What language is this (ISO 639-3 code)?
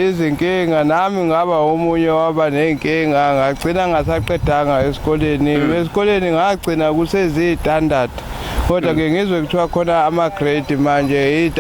zul